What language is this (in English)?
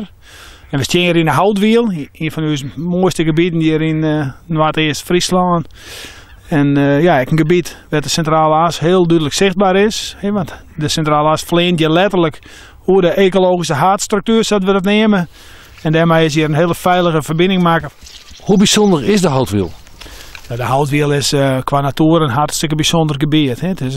Western Frisian